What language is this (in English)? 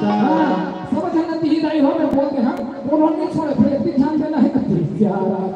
Chhattisgarhi